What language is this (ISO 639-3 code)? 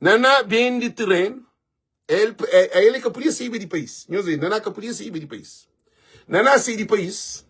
kea